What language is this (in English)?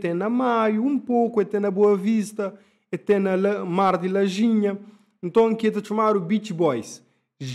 Kabuverdianu